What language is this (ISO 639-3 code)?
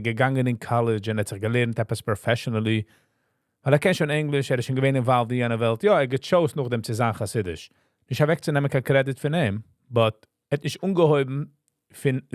yid